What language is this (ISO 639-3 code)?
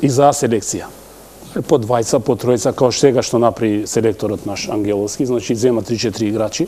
mkd